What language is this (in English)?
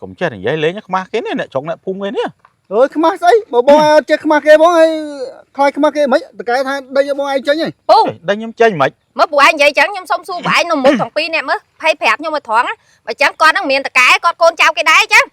Khmer